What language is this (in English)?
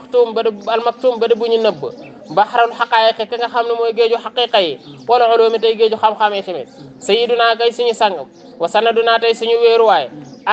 Wolof